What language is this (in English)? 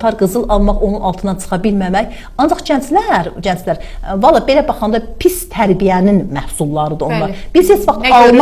Azerbaijani